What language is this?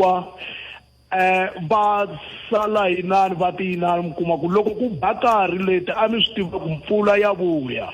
Tsonga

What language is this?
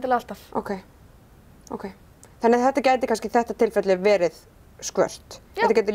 Icelandic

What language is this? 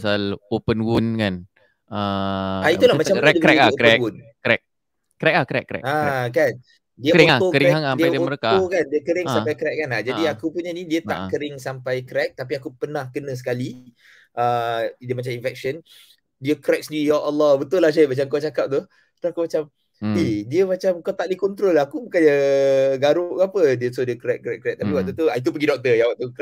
Malay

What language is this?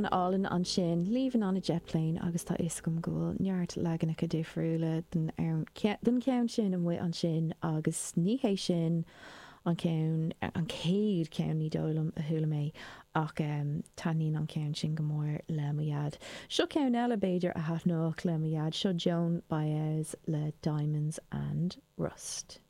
Irish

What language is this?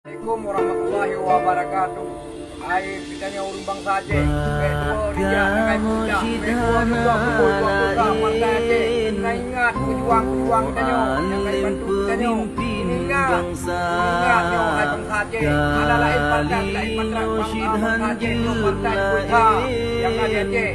Achinese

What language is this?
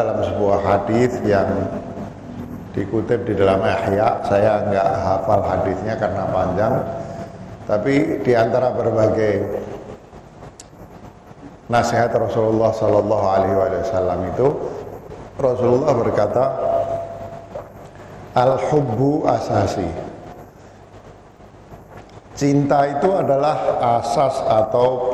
Indonesian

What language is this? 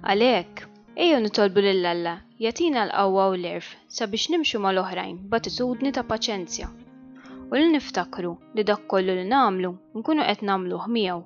Maltese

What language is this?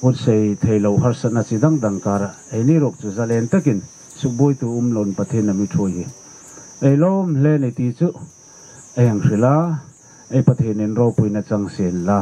Hmar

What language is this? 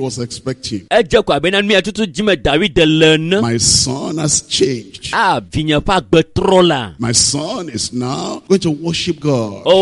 Ewe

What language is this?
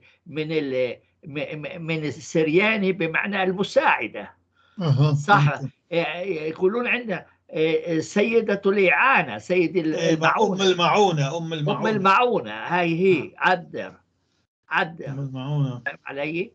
North Levantine Arabic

